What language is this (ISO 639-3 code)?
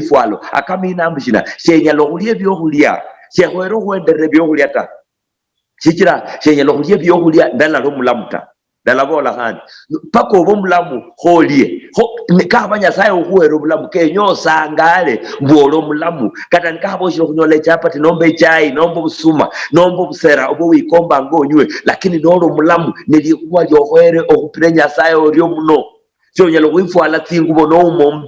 luy